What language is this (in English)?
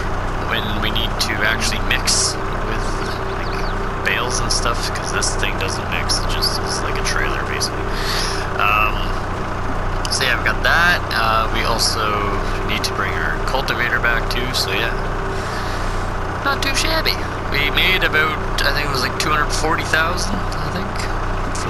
English